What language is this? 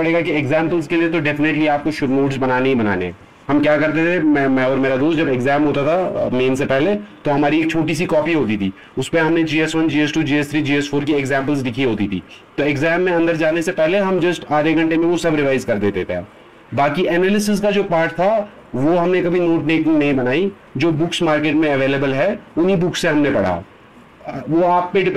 Hindi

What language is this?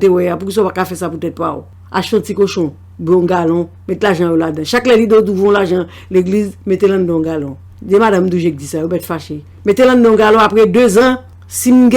Haitian Creole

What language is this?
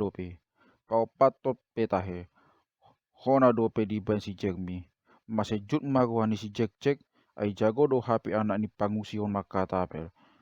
Batak Toba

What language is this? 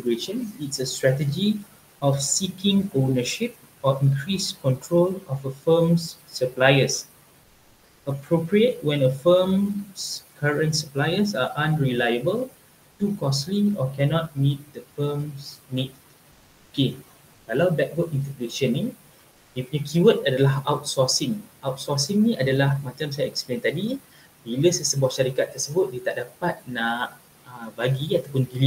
Malay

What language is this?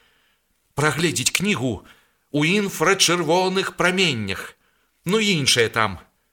Belarusian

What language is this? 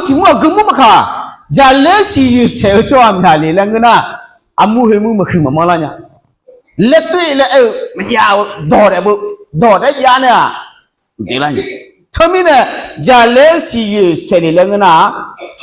Akha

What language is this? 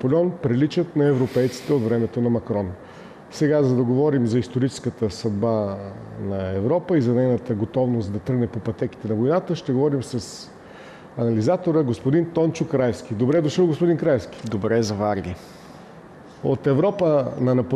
Bulgarian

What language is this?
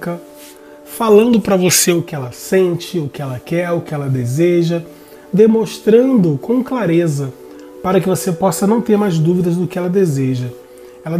Portuguese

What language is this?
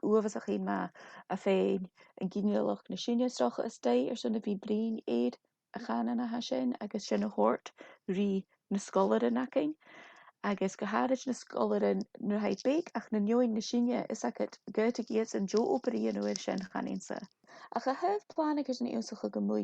Scottish Gaelic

